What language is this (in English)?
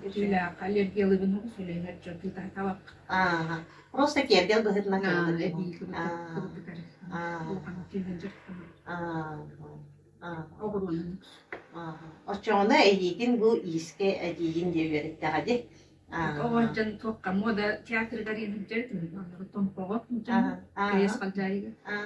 Yakut